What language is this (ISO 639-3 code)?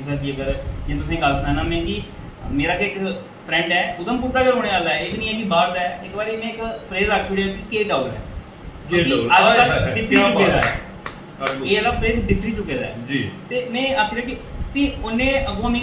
doi